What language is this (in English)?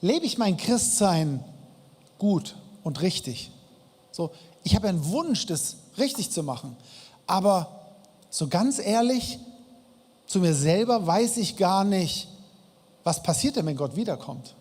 Swiss German